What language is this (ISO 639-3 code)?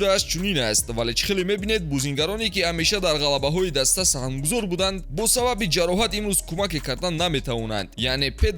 tgk